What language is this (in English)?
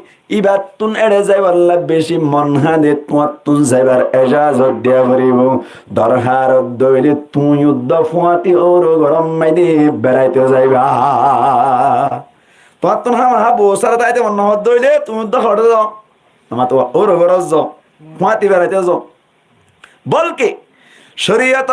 Rohingya